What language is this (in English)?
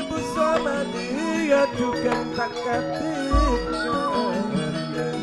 Madurese